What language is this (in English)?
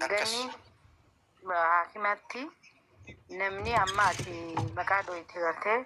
Oromo